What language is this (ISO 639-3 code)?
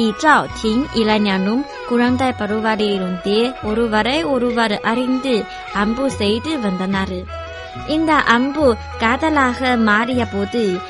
tam